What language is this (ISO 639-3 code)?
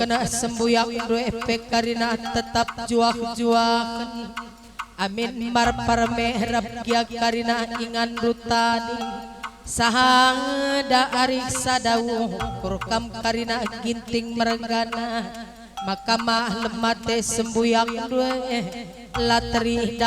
btx